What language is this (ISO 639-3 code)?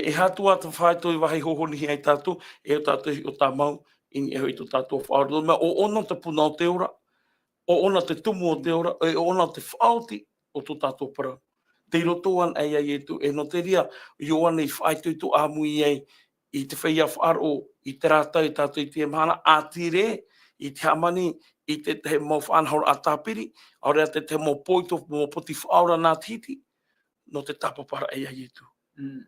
tah